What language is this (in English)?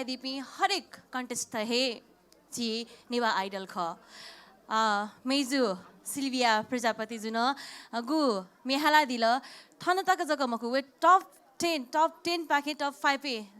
Newari